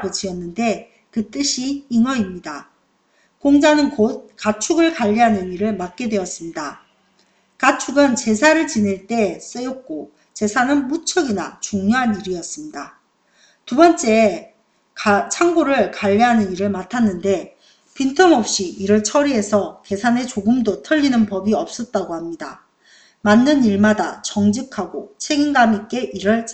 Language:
Korean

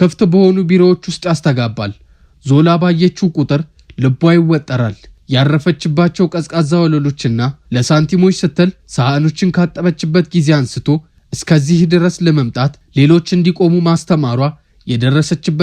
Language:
Amharic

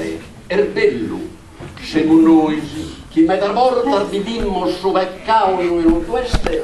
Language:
Sardinian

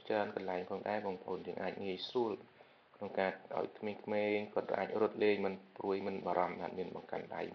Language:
Khmer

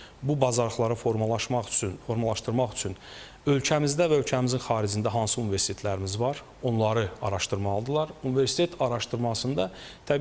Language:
Azerbaijani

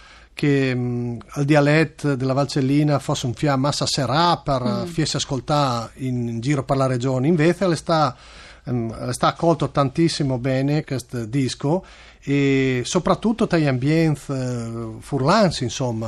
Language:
Friulian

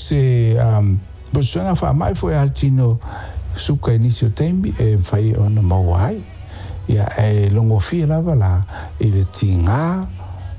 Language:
Samoan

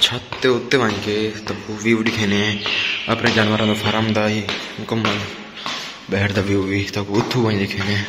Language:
Saraiki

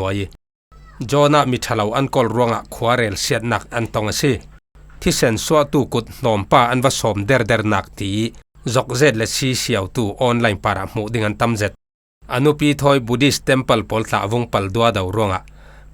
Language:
Falam Chin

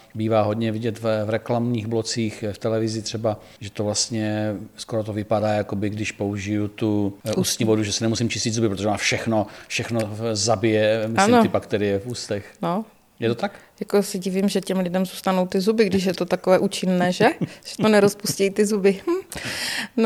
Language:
Czech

